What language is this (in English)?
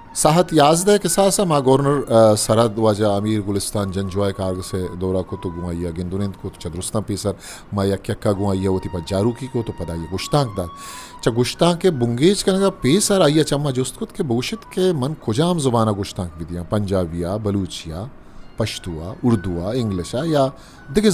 Eastern Balochi